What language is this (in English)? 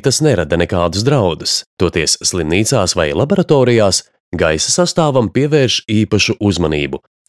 Latvian